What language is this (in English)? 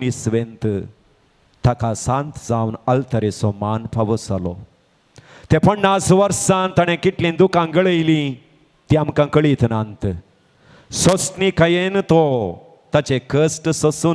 Konkani